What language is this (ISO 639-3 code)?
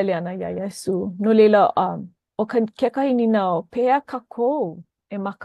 haw